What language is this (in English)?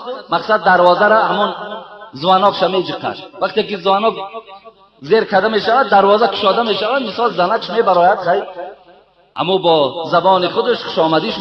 Tajik